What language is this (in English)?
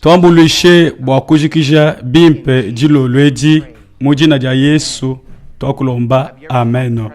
Luba-Lulua